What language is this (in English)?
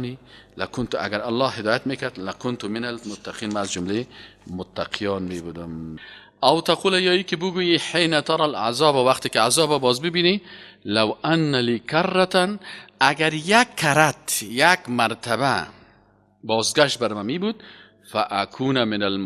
Persian